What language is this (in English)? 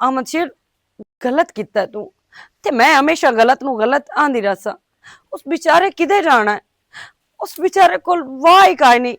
Western Panjabi